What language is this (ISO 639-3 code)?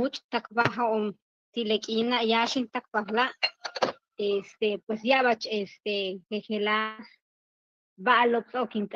yua